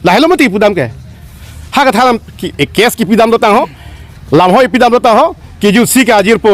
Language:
Karbi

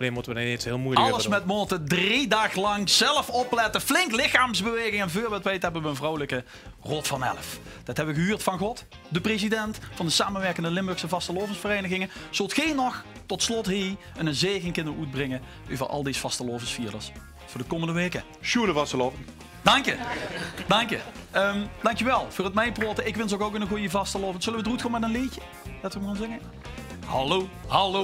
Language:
Limburgish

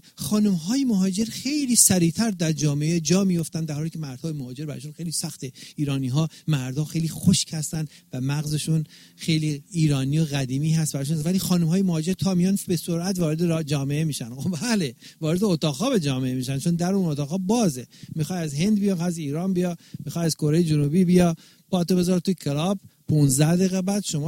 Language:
Persian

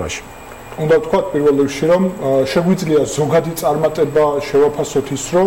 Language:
Georgian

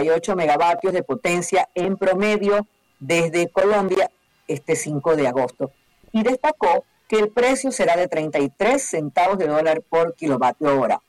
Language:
Spanish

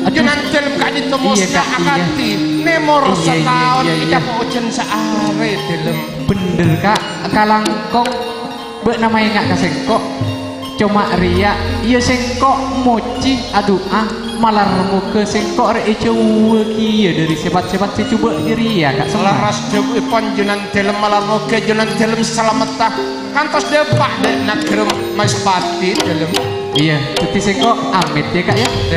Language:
Madurese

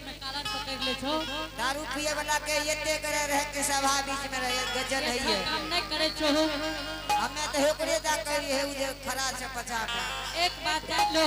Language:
Angika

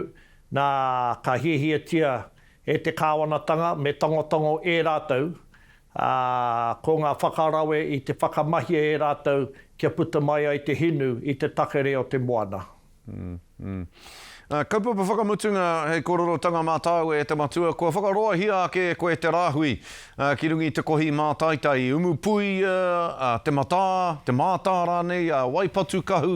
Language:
Māori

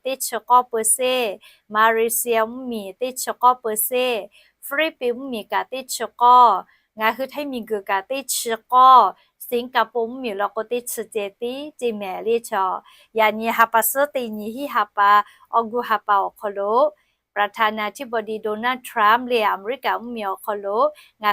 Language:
Lahu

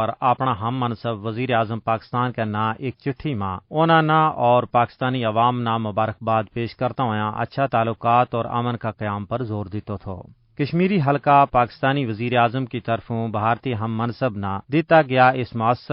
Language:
Gujari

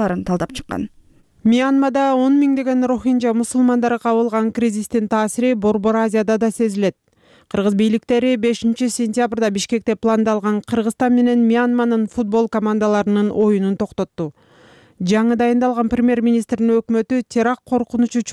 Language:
Kyrgyz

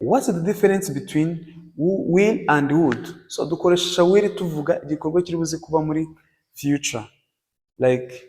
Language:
Kinyarwanda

